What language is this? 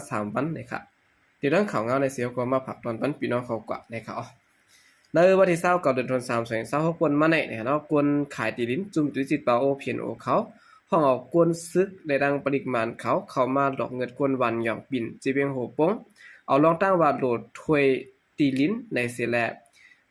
Shan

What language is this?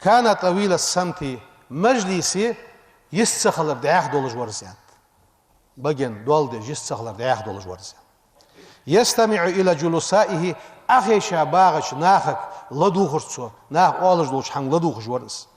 Ingush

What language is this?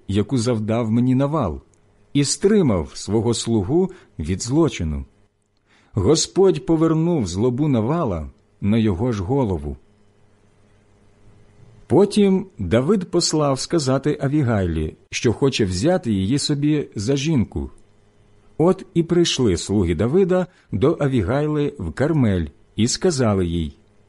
Ukrainian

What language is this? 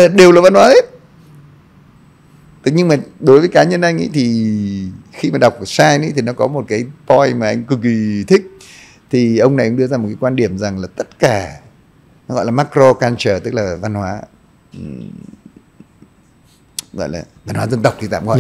Vietnamese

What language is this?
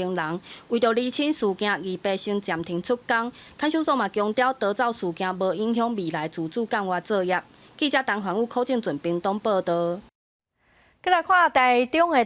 Min Nan Chinese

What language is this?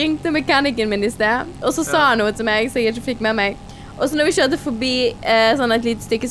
Norwegian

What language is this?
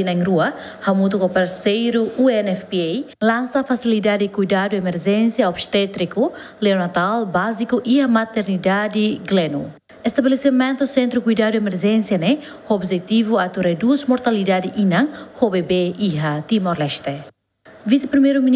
Tetum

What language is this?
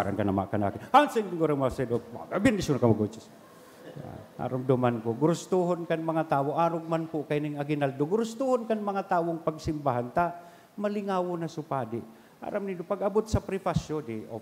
Bikol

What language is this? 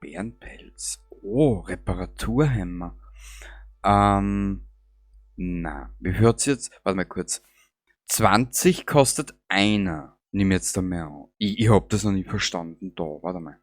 Bavarian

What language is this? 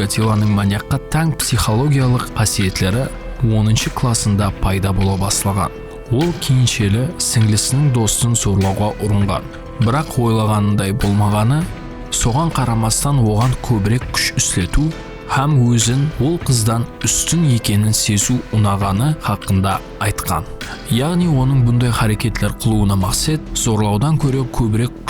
Kara-Kalpak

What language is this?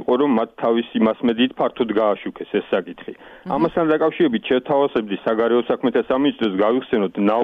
Georgian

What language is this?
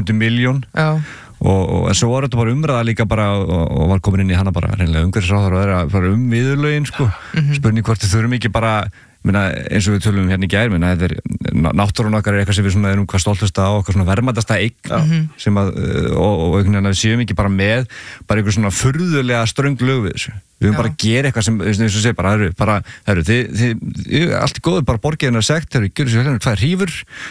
Icelandic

